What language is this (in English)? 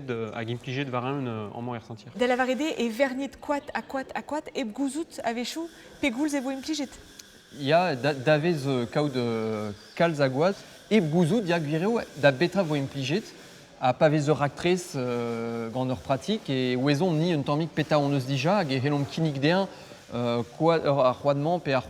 Breton